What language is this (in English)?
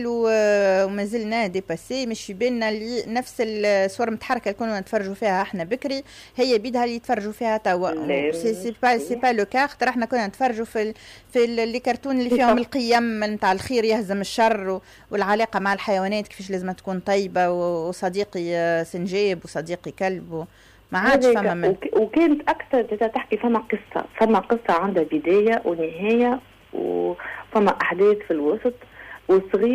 Tunisian Arabic